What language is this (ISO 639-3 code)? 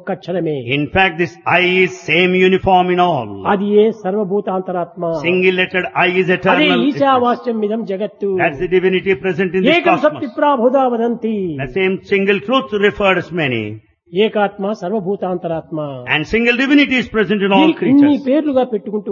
tel